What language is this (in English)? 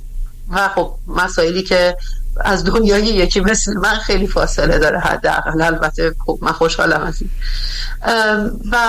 Persian